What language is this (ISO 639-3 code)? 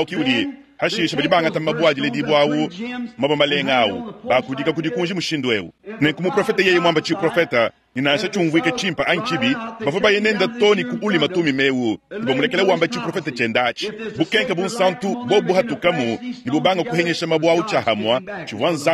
lua